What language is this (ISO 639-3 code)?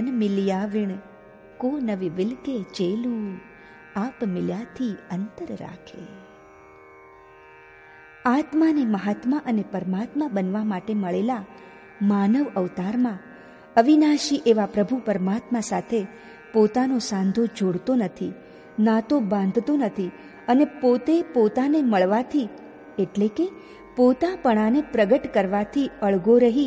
guj